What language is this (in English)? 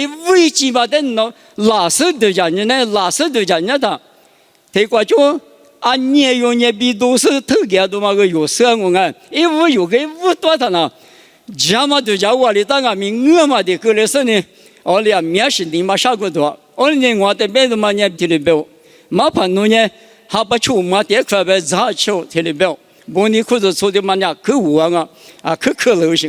Lisu